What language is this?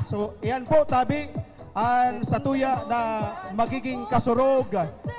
Bikol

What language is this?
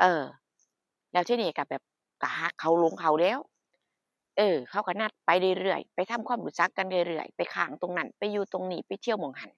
Northeastern Thai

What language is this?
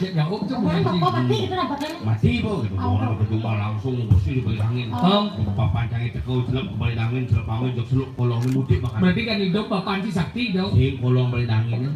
Balinese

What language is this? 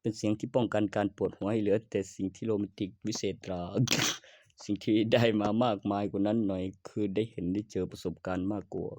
Lao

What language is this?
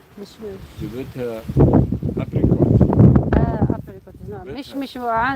Algerian Arabic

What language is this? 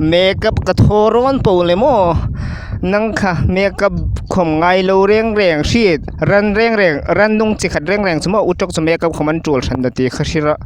Hmar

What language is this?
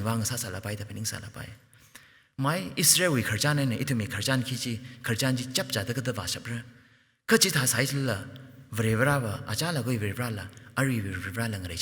Tangkhul Naga (India)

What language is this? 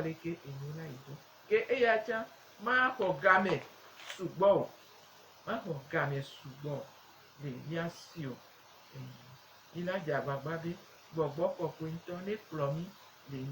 Gen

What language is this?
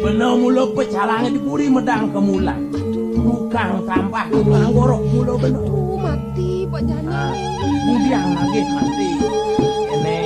Balinese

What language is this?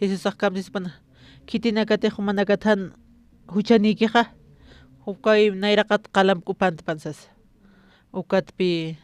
Aymara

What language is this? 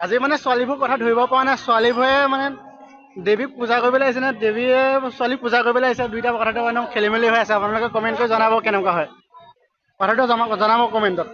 Assamese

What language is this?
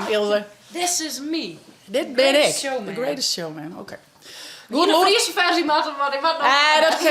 Western Frisian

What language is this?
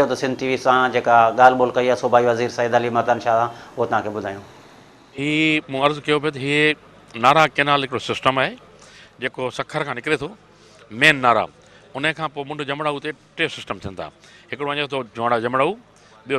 Sindhi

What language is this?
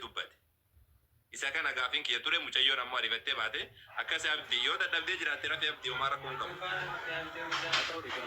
Oromo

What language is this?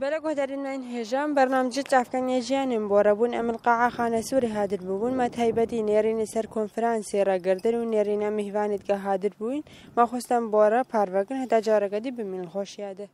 Kurdish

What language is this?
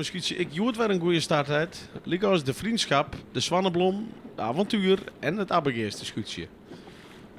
Western Frisian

